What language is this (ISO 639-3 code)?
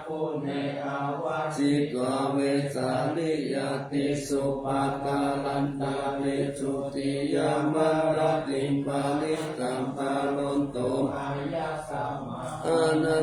pli